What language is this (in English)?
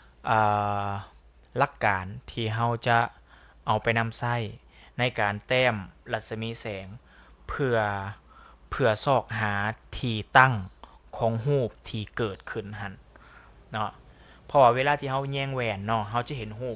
Lao